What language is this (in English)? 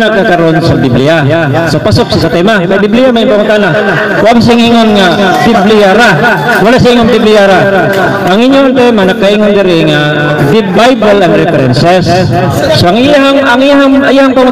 Cebuano